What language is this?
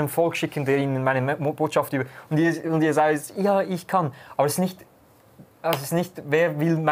Swiss German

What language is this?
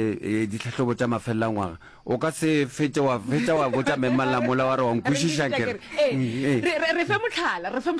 Northern Sotho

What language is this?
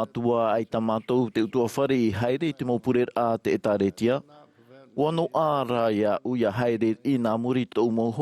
Tahitian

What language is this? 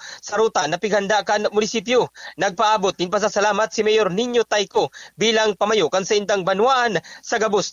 Bikol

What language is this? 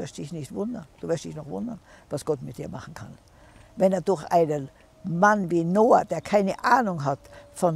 German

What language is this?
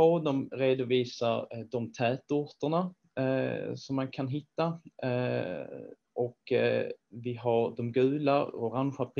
Swedish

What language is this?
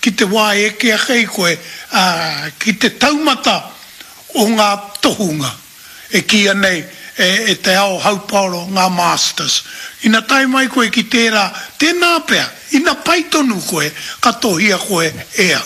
Māori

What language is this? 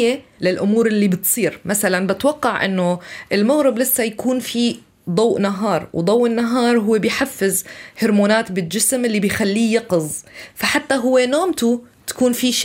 North Levantine Arabic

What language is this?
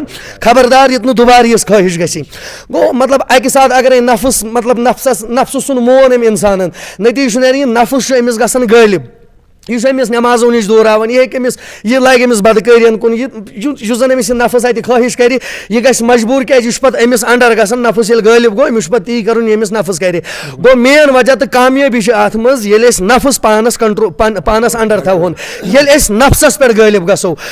Kashmiri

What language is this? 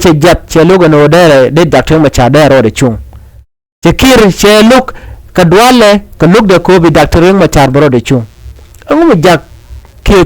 Nuer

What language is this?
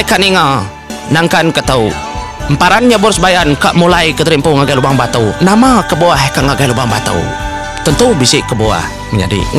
Iban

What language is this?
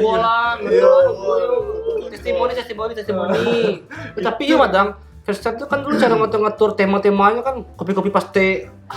Minangkabau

